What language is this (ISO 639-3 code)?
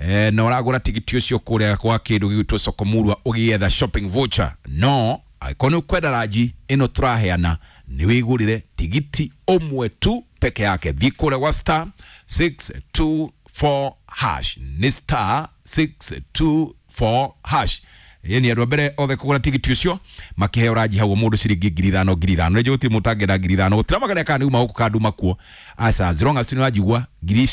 kik